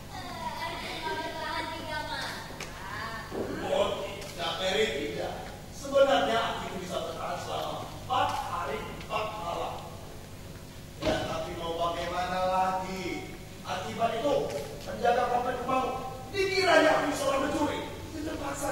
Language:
Indonesian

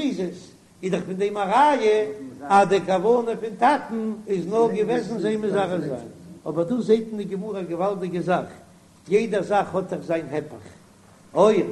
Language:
Yiddish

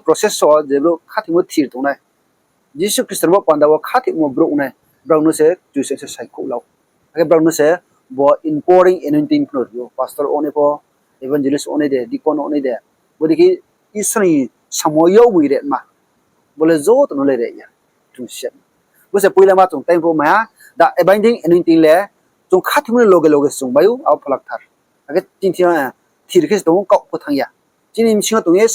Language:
Riang (India)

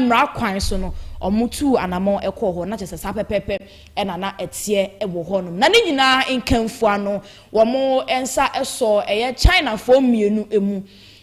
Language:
Akan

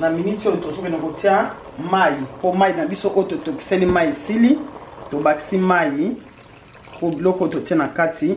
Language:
Lingala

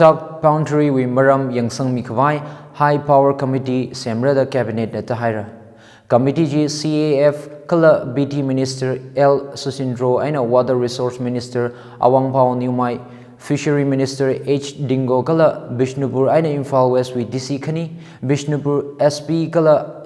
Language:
Tangkhul Naga (India)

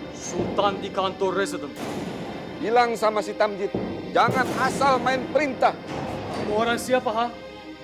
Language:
Banjar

